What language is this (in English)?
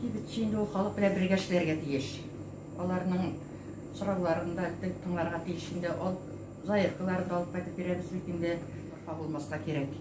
Tatar